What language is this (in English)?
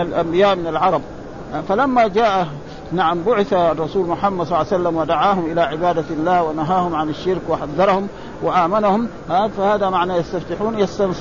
Arabic